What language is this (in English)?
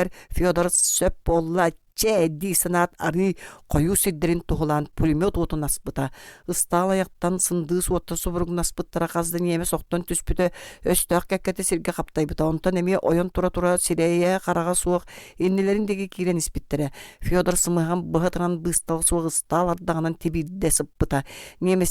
Yakut